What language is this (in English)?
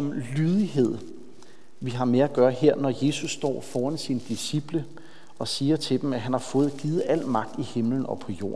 Danish